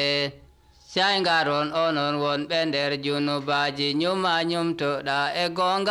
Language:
Nigerian Fulfulde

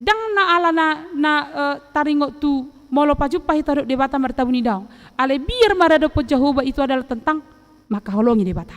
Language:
Batak Toba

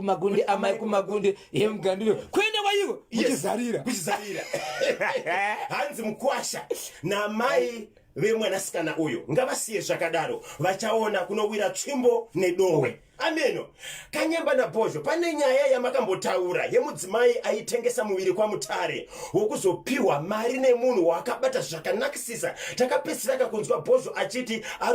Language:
Shona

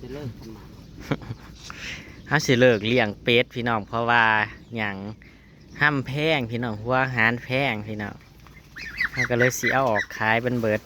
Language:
Northeastern Thai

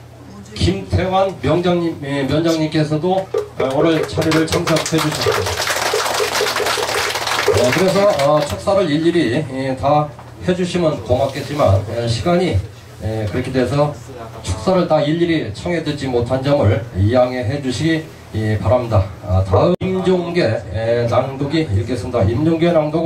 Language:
Korean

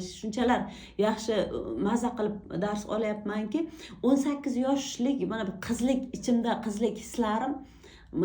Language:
Uzbek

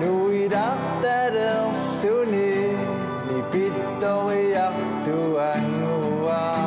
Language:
Kalaallisut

